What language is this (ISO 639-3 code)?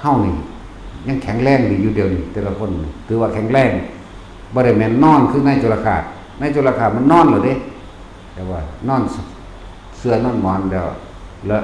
lao